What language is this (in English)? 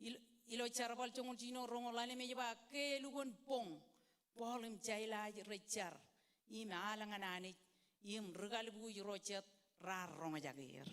Marshallese